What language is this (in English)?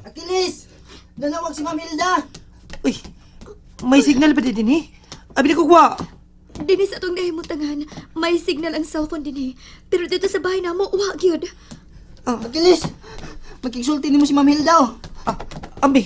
Cebuano